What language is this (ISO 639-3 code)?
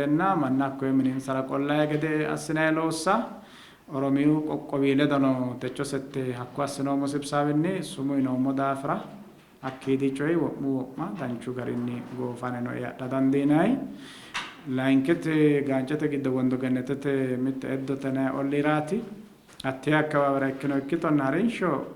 sid